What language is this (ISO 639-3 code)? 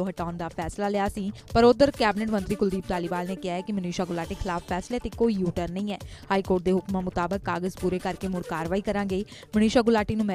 pan